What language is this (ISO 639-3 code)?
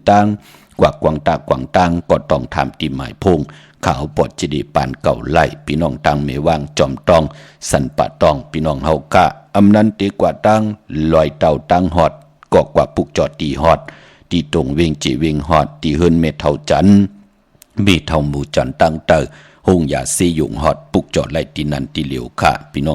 shn